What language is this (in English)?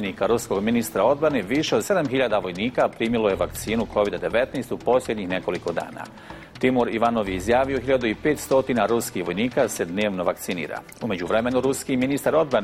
Bosnian